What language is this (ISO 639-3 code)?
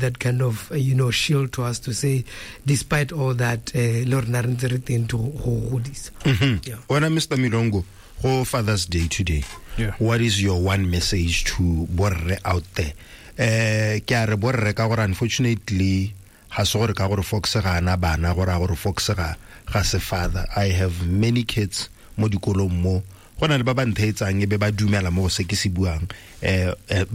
tsn